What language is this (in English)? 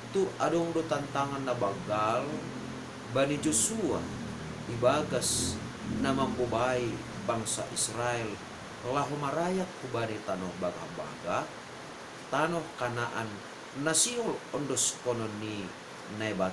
Batak Simalungun